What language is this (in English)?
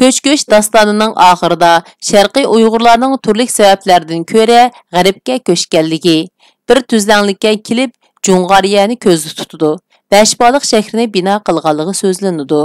Uyghur